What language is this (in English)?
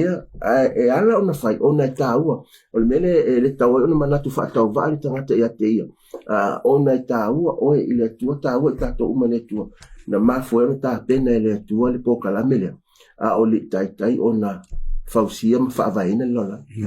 Samoan